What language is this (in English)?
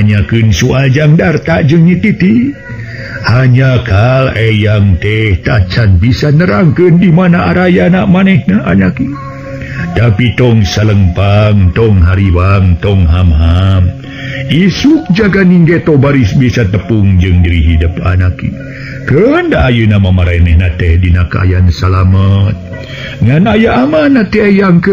Sundanese